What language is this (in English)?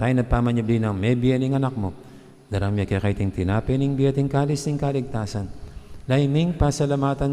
Pampanga